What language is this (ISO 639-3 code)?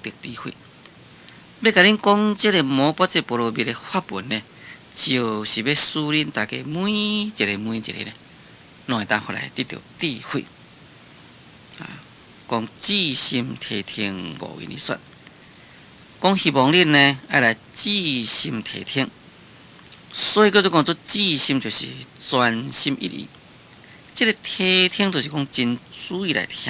nan